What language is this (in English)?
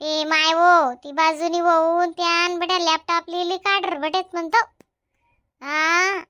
Khandesi